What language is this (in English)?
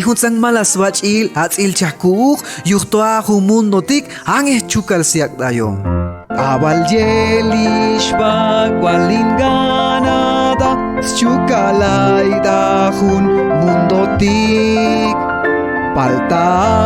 Chuj